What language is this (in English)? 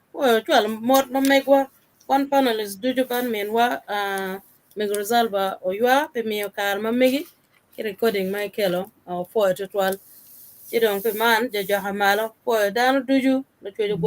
Acoli